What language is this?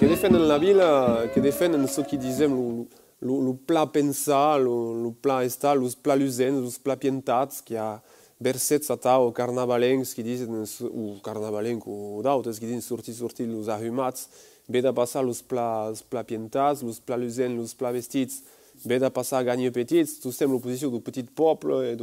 Occitan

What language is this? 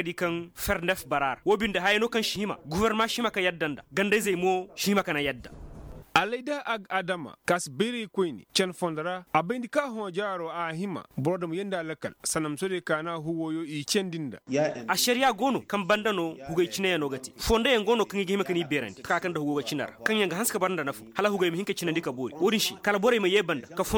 Koyraboro Senni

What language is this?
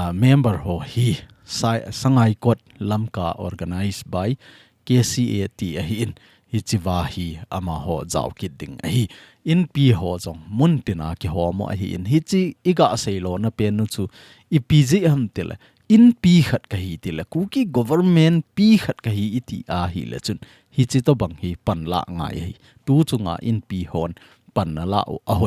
Thado Chin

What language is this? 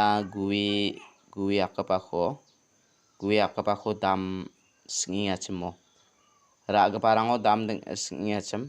Garo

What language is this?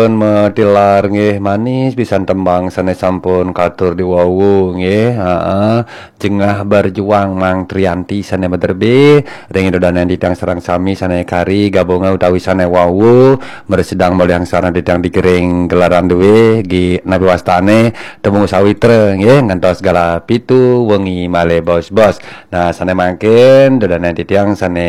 Balinese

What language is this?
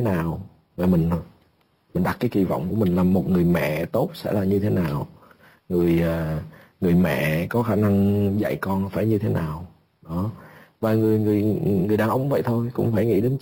Vietnamese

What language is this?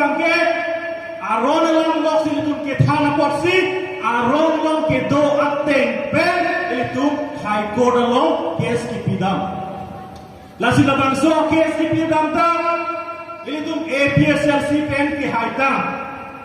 Karbi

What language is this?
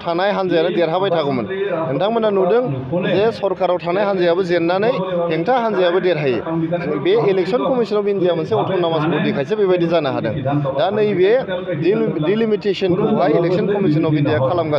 Bodo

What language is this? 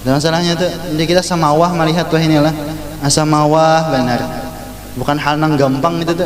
Banjar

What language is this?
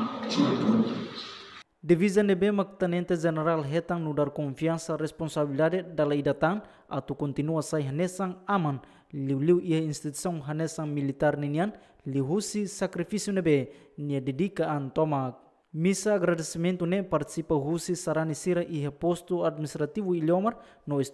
Tetum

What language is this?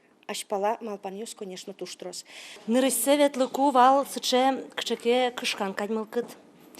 Udmurt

